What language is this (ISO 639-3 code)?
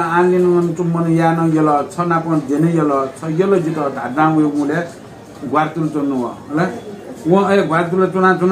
new